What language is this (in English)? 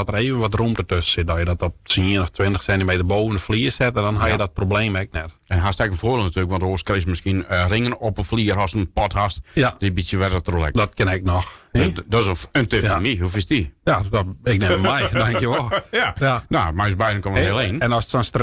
Western Frisian